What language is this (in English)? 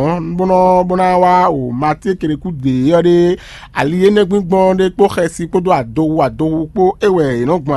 Fon